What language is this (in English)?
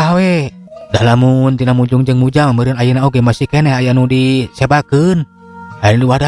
Sundanese